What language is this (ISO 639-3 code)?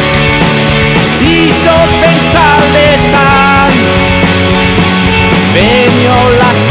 eus